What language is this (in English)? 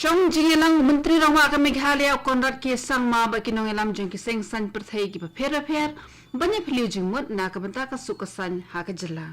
Khasi